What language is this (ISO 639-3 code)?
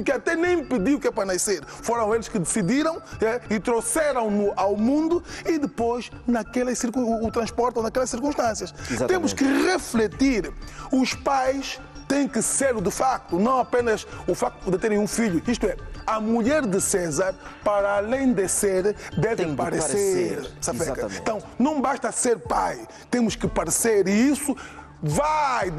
por